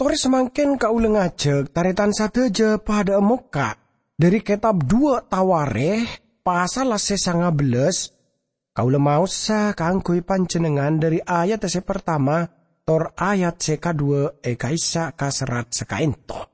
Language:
Madurese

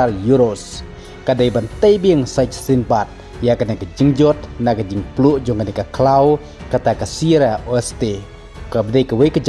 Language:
Khasi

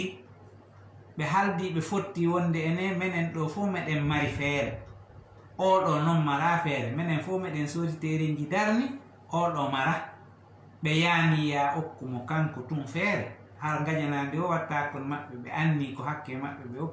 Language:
Fula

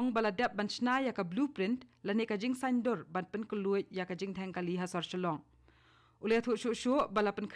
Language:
Khasi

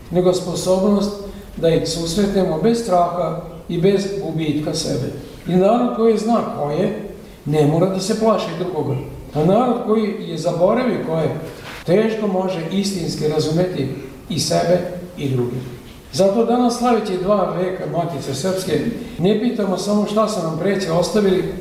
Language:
Serbian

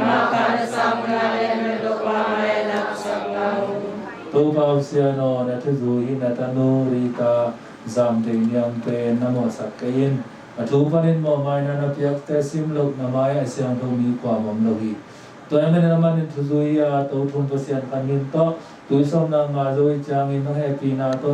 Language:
Tedim Chin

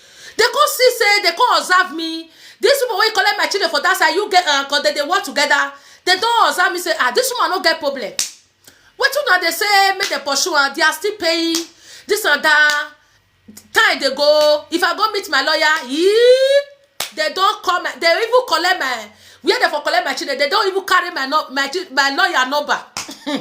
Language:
Nigerian Pidgin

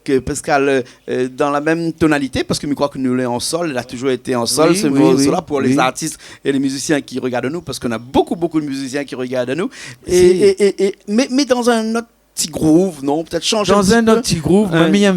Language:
Réunion Creole French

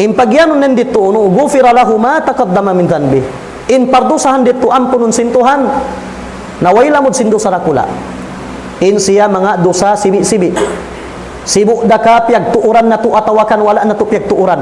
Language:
Tausug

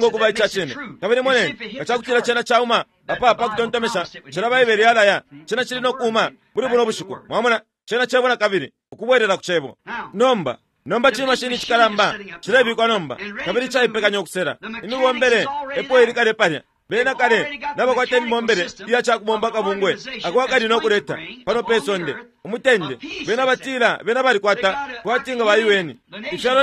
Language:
Bemba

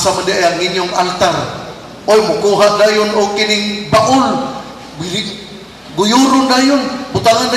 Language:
Cebuano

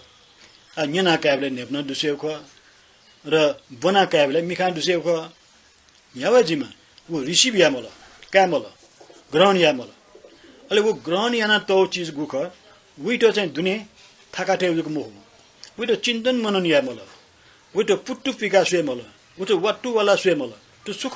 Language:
Newari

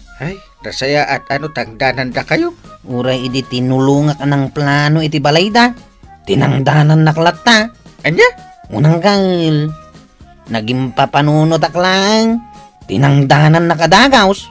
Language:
Iloko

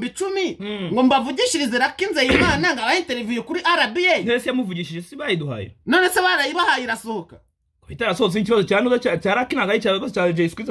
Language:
Kinyarwanda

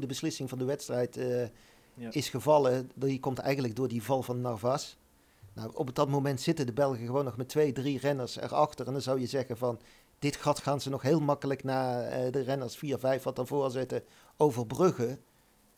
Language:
Dutch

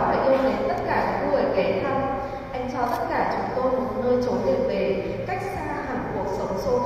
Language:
Vietnamese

